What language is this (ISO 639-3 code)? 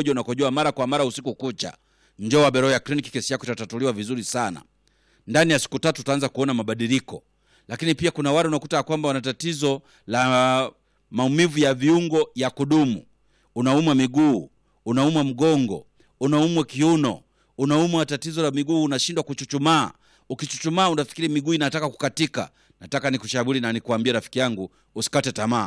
swa